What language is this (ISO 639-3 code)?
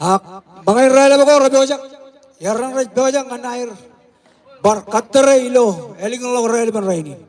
mah